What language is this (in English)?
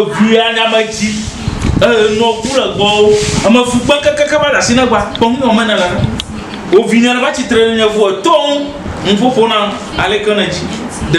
Ewe